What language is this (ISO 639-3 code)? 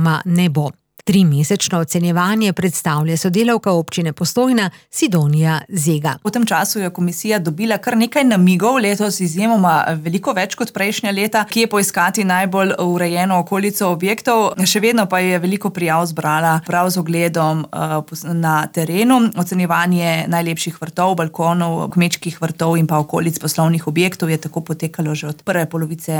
slv